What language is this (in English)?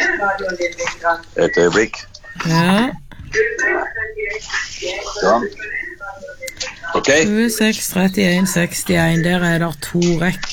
Norwegian